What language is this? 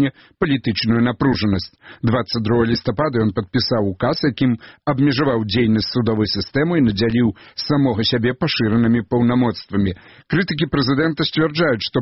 Belarusian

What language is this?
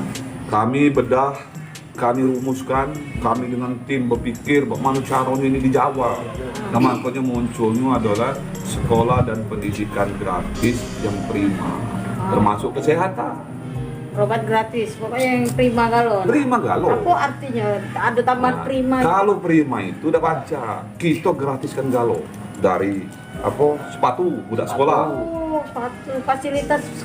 Musi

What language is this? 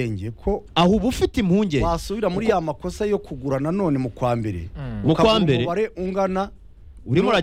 Kinyarwanda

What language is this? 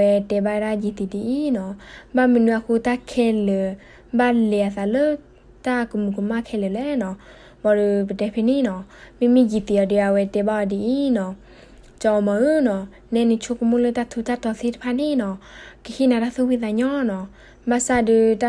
S'gaw Karen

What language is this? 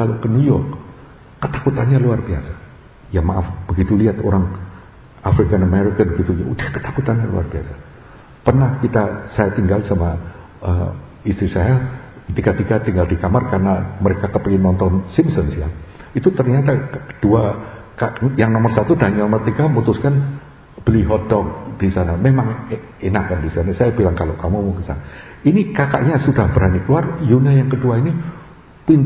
Indonesian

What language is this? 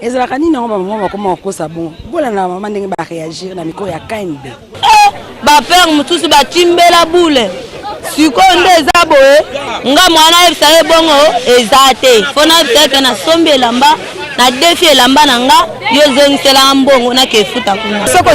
Lingala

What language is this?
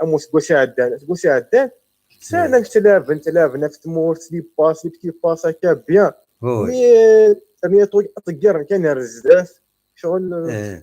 Kabyle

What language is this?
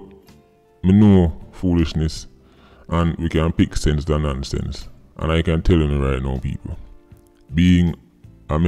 Jamaican Creole English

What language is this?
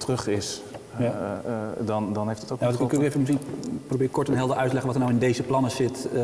Dutch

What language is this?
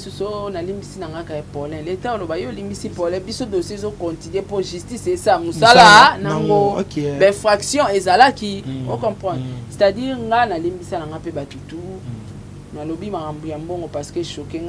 Lingala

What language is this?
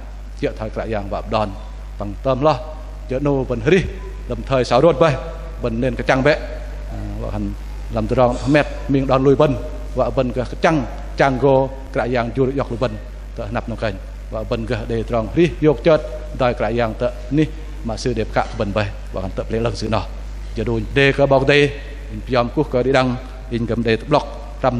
Bahnar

